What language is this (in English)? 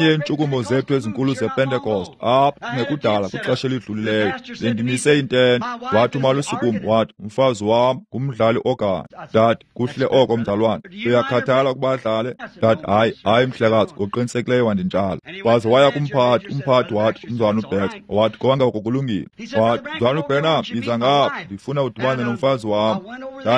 Xhosa